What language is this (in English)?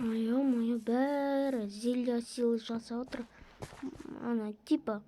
Kazakh